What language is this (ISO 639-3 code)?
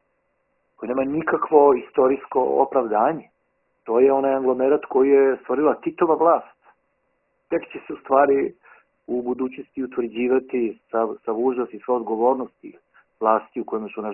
srp